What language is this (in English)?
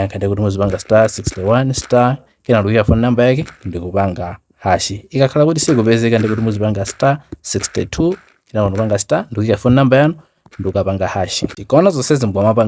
Nyanja